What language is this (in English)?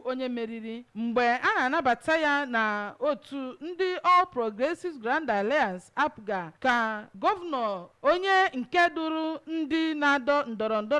Igbo